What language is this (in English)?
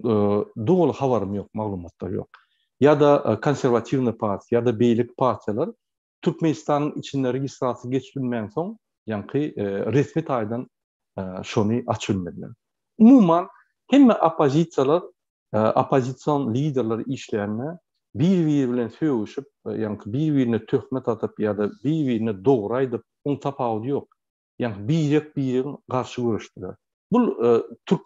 Turkmen